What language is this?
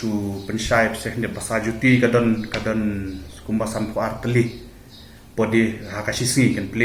Khasi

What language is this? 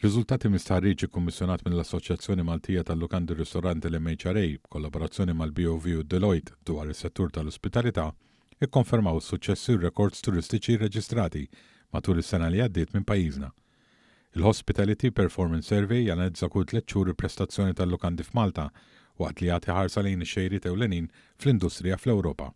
Maltese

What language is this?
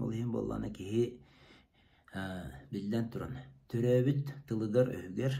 Yakut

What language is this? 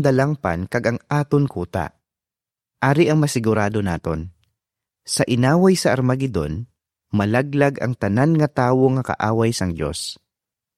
Hiligaynon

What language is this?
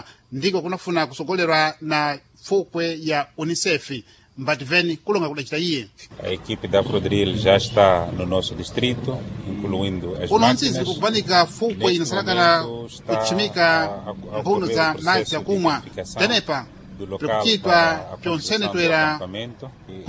Sena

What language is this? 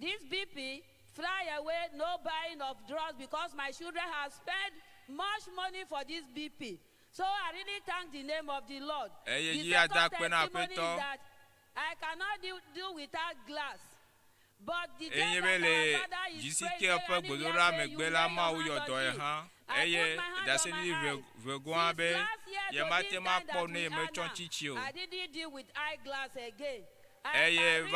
Ewe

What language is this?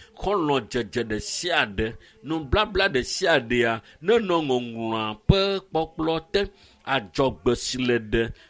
Ewe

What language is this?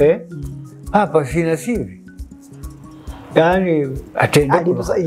Swahili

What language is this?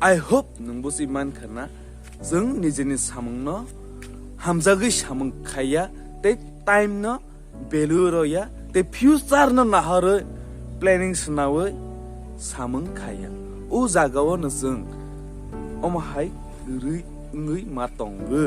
Kok Borok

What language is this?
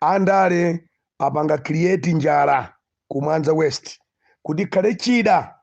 Nyanja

